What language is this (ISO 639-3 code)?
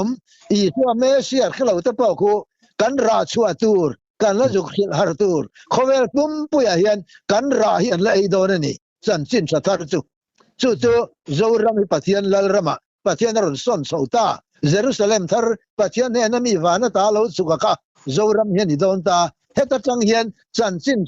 lus